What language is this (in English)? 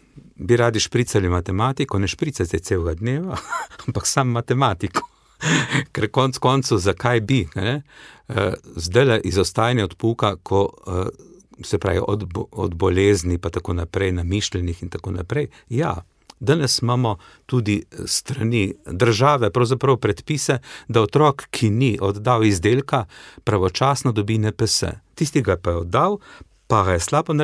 Slovenian